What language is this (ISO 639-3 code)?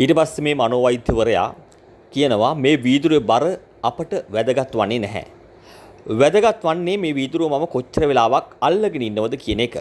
sin